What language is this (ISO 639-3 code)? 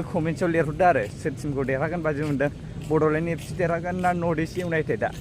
brx